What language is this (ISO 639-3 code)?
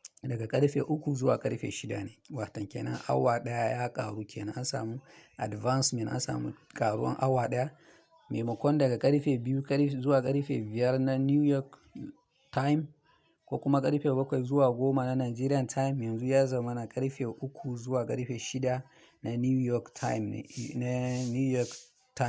hau